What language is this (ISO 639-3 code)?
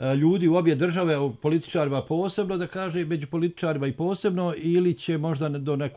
bos